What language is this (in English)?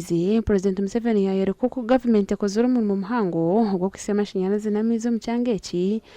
Nyankole